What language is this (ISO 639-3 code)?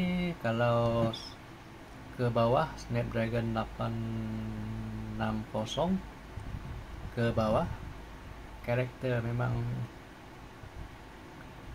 msa